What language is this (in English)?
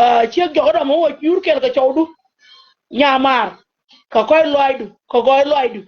Nuer